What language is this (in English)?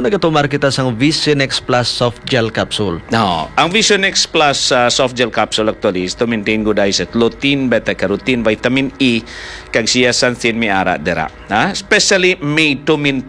Hiligaynon